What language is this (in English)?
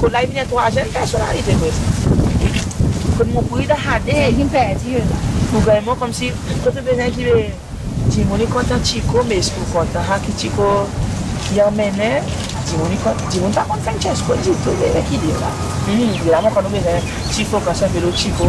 Seselwa Creole French